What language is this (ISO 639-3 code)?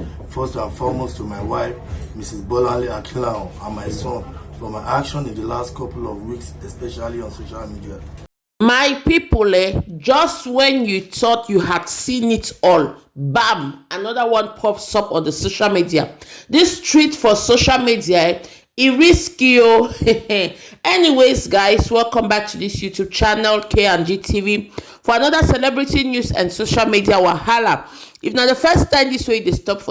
pcm